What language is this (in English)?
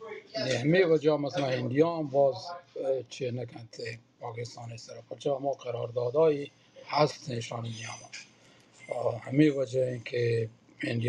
Baluchi